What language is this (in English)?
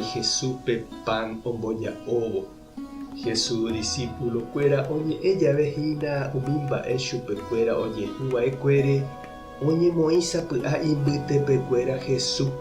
Guarani